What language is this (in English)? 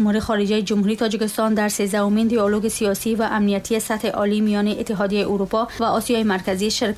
Tajik